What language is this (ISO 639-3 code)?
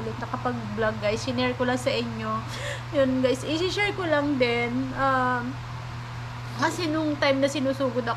fil